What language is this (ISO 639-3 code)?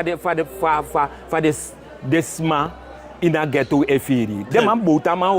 srn